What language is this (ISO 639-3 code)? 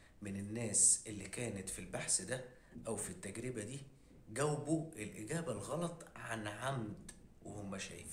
arz